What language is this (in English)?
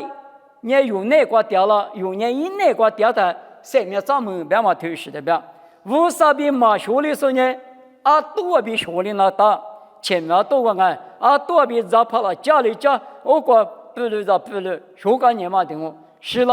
Lisu